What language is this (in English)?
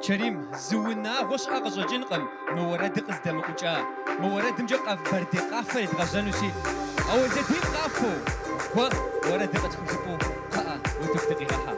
Kabardian